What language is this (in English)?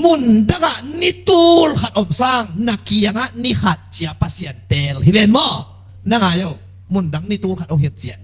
Tedim Chin